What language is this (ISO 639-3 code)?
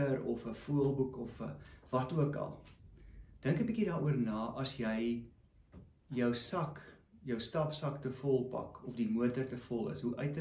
afr